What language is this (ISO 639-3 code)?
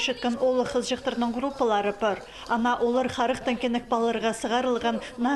kjh